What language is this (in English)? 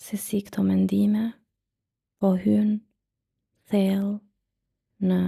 Albanian